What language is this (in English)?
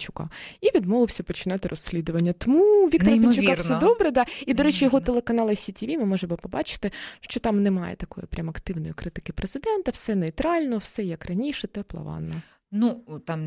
Ukrainian